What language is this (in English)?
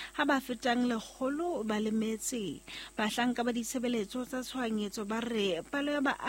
Southern Sotho